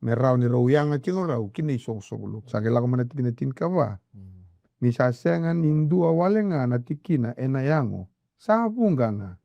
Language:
Fijian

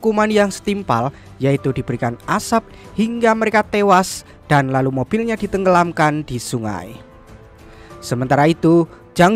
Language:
Indonesian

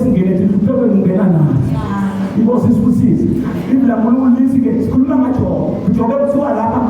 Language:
Zulu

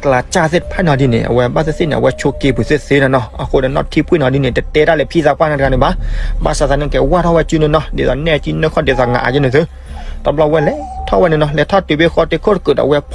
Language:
S'gaw Karen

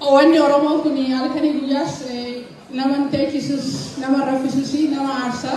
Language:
Oromo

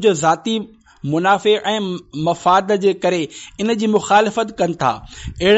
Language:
Sindhi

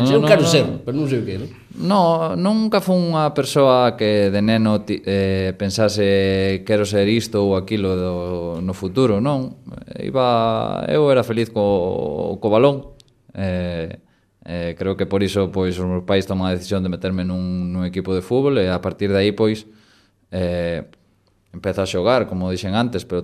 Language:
Galician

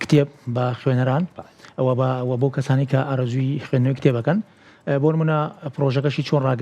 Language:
Central Kurdish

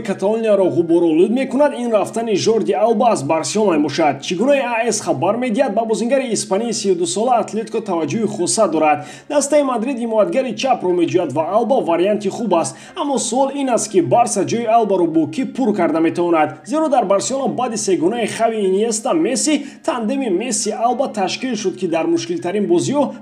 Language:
Tajik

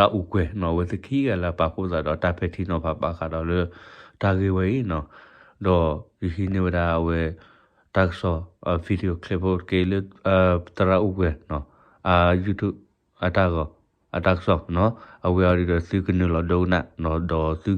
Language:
S'gaw Karen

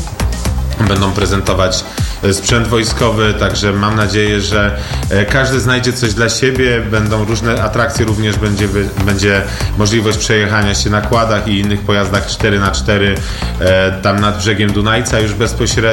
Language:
Polish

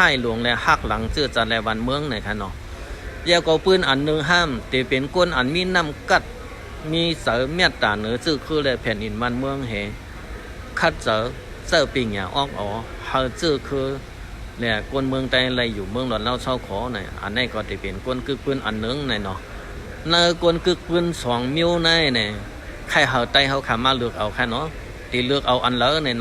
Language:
Shan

